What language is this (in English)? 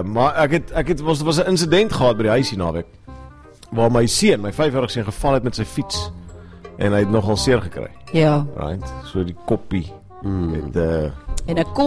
Afrikaans